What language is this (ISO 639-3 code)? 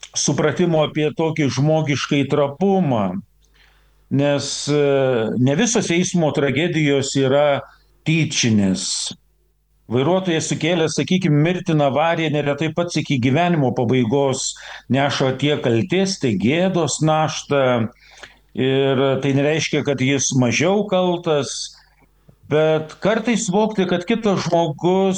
lit